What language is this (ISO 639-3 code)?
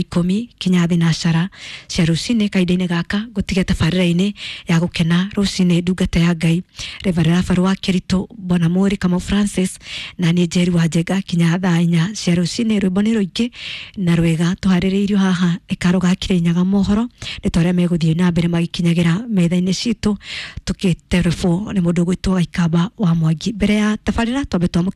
kik